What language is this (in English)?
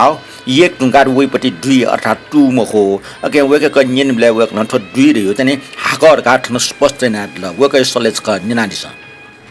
Newari